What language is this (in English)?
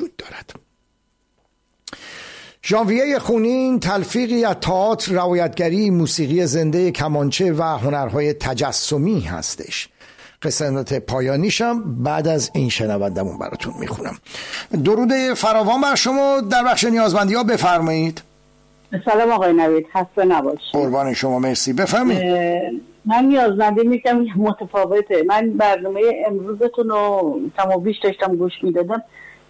Persian